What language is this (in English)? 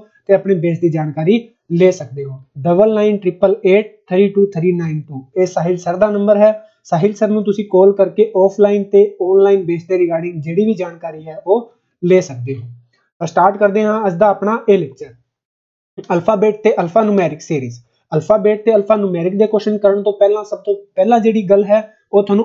Punjabi